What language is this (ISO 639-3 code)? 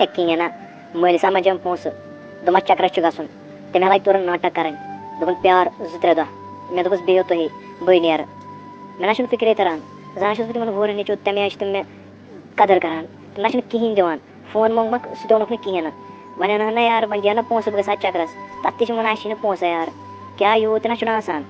kas